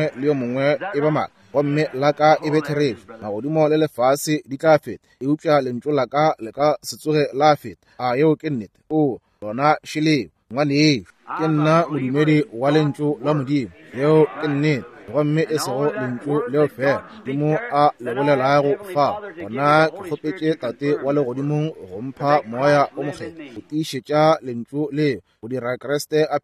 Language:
Northern Sotho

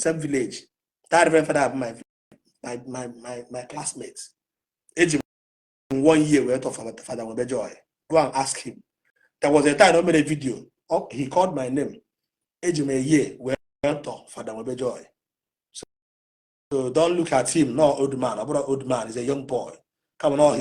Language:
Igbo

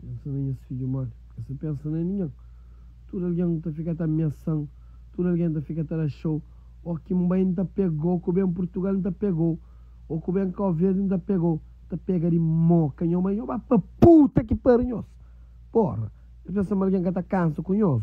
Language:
Kabuverdianu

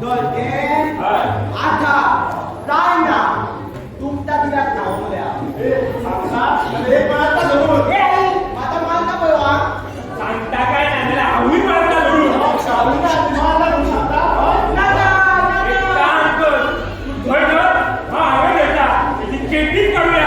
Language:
Konkani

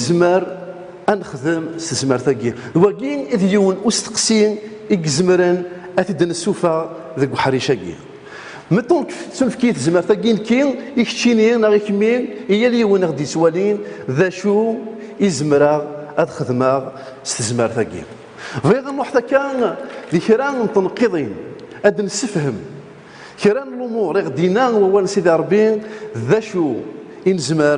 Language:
Kabyle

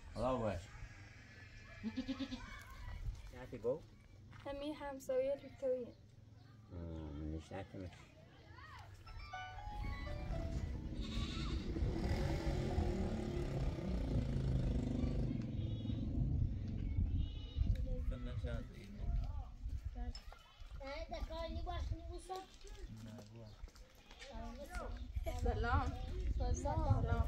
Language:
Persian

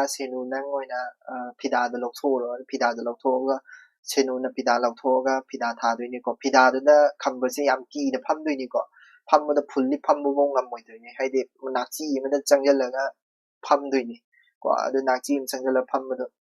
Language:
Manipuri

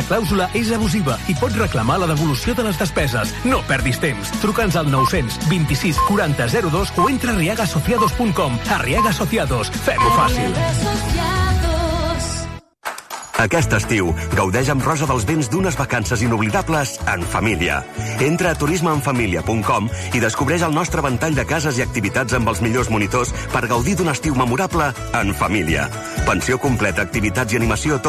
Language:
Catalan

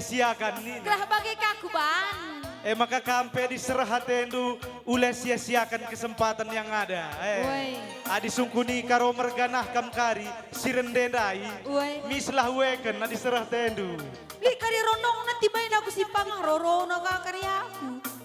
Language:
Batak Karo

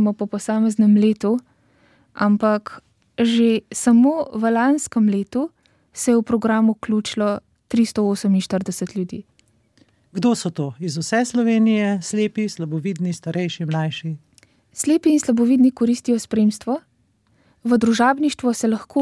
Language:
Slovenian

